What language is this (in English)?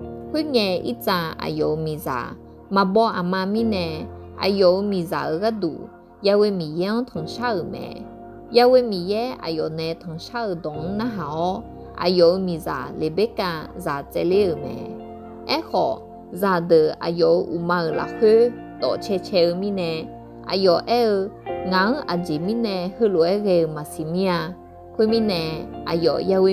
Akha